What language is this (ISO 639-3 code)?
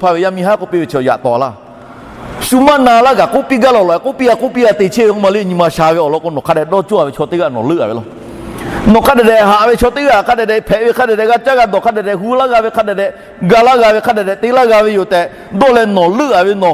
lhu